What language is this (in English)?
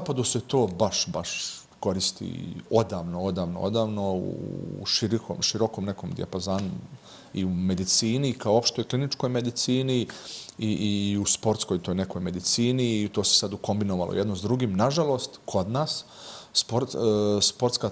Bosnian